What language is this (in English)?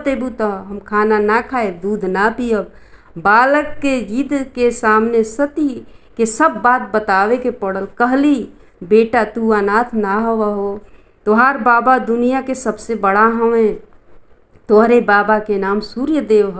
Bhojpuri